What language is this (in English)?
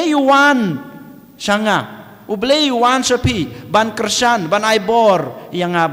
Khasi